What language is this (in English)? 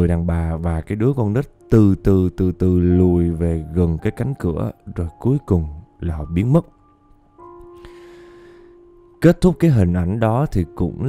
Vietnamese